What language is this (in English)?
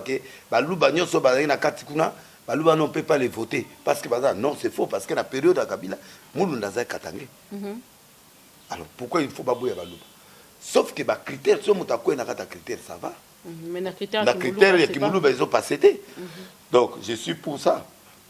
Lingala